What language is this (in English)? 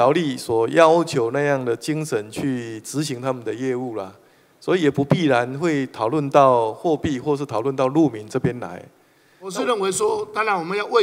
Chinese